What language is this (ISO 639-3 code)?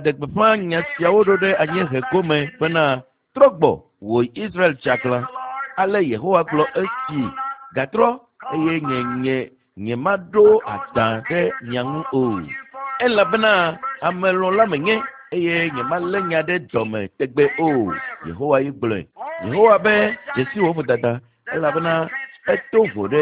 ewe